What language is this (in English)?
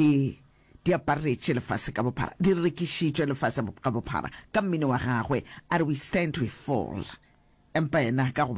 Northern Sotho